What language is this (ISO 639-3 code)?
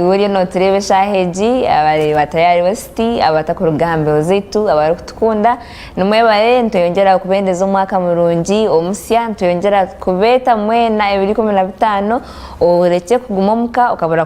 nyn